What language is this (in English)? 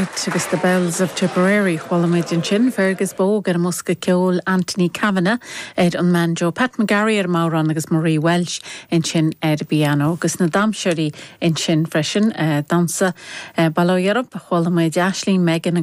Irish